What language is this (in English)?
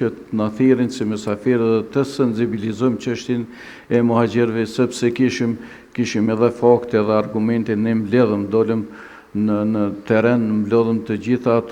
Albanian